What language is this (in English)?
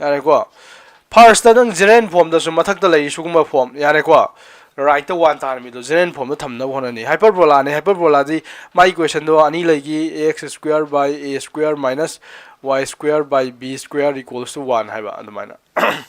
Manipuri